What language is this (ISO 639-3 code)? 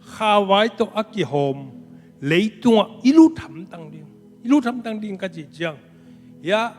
ctd